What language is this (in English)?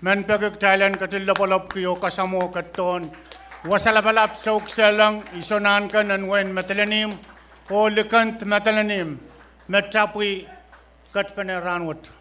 Pohnpeian